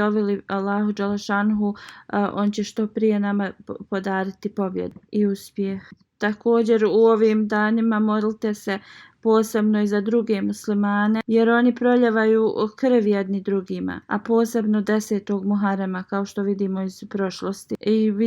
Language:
Bosnian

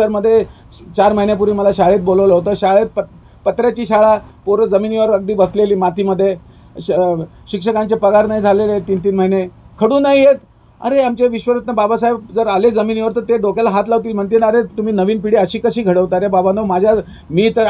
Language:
Marathi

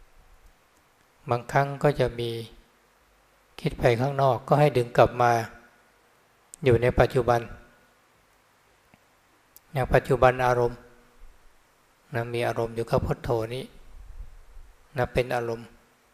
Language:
Thai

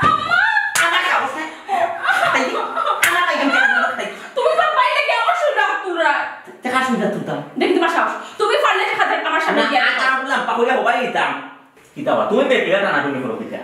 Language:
Sylheti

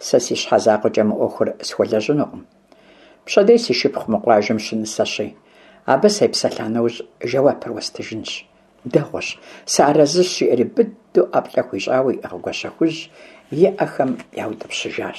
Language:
Kabardian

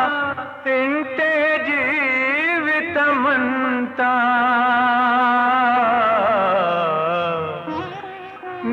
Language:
Telugu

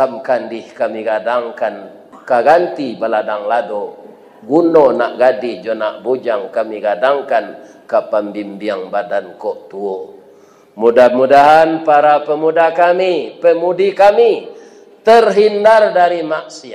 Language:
Minangkabau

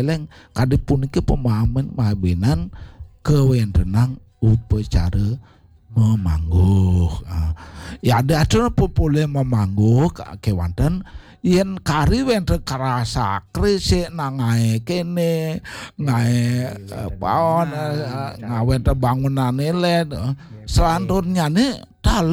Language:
Balinese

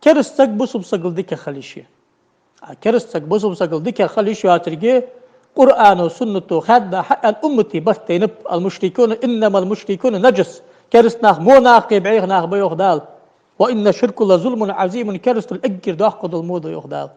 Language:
Ingush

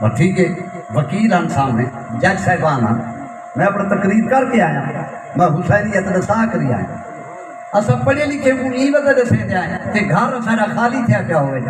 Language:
Saraiki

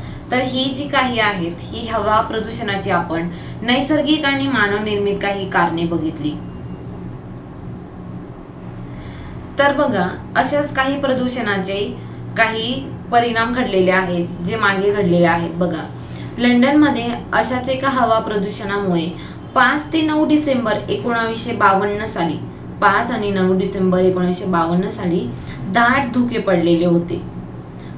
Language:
Marathi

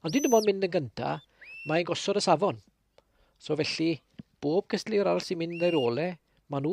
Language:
Welsh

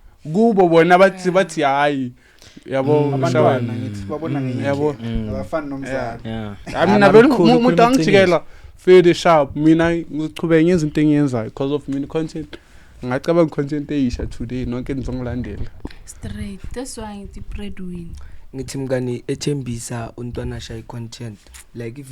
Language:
Zulu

